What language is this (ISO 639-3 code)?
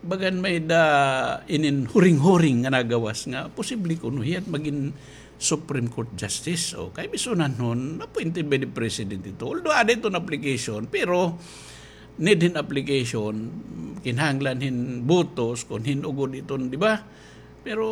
war